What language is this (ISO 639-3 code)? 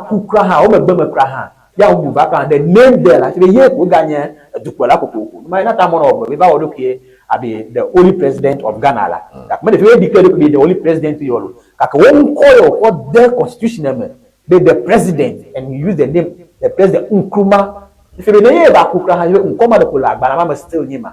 ewe